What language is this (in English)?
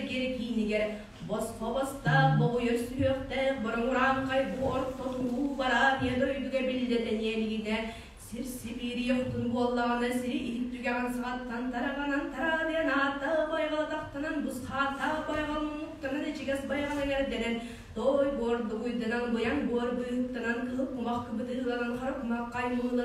Yakut